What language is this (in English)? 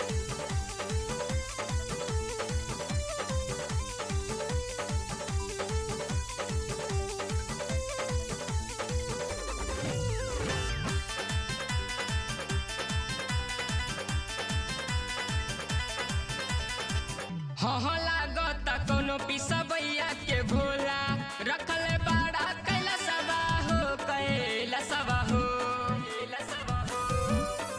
Bhojpuri